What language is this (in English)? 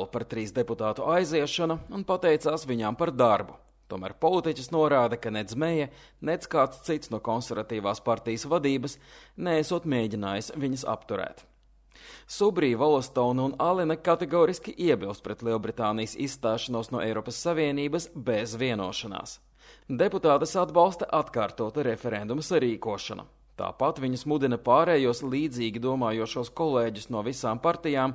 Latvian